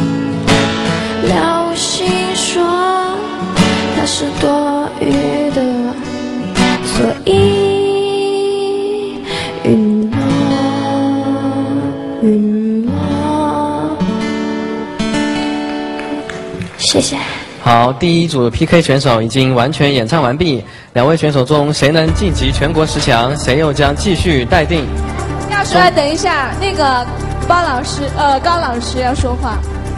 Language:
Chinese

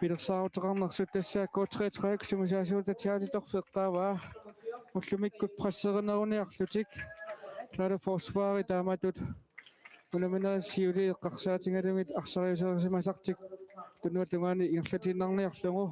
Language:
Kalaallisut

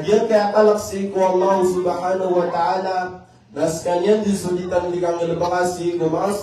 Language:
Maranao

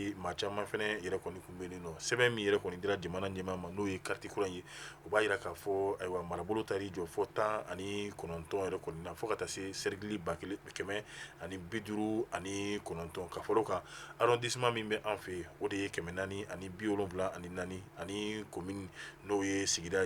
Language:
Bambara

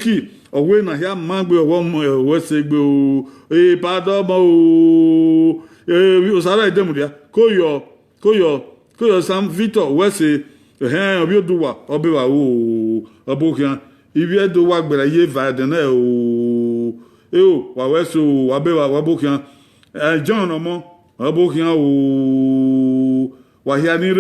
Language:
Bini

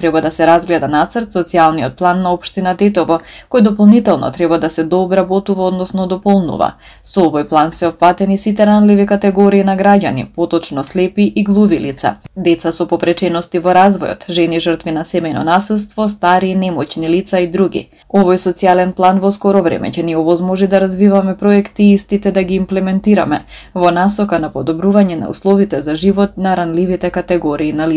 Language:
Macedonian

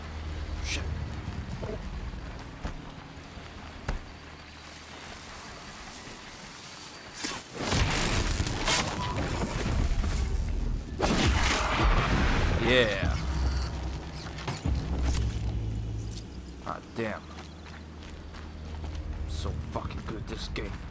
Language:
English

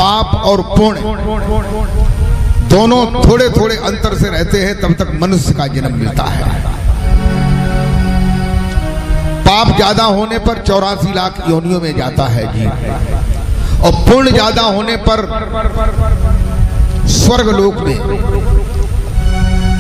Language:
Hindi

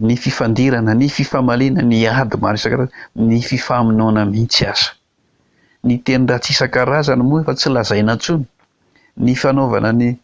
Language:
Malagasy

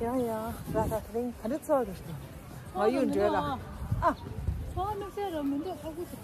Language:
Tibetan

